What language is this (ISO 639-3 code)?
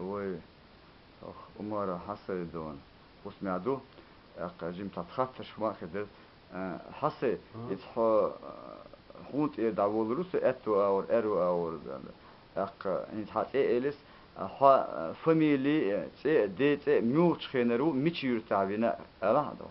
che